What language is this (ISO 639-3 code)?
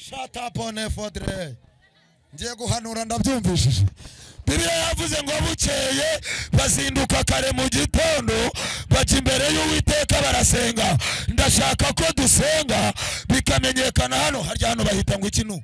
kin